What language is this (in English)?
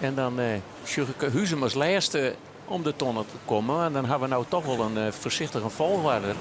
Western Frisian